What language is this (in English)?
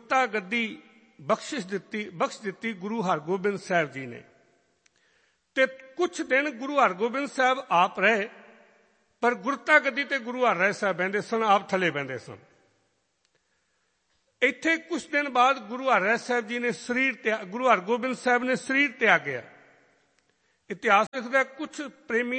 Punjabi